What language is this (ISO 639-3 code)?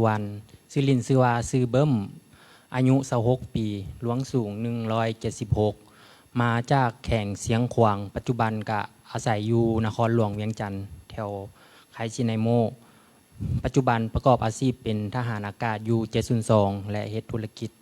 lao